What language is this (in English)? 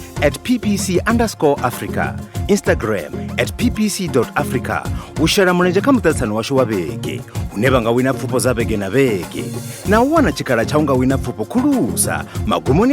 Venda